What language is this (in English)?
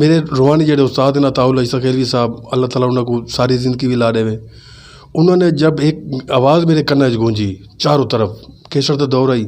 Saraiki